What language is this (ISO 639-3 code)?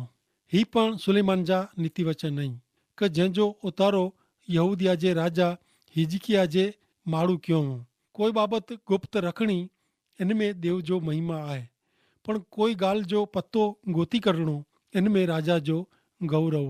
kfr